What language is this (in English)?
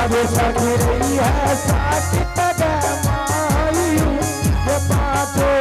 Angika